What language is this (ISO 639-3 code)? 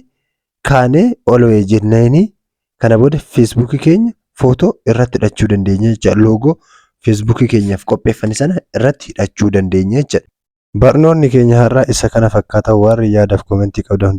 orm